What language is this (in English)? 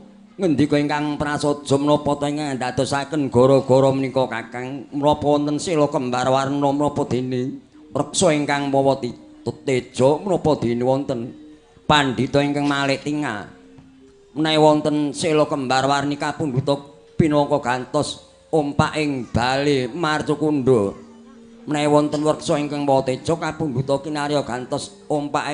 Javanese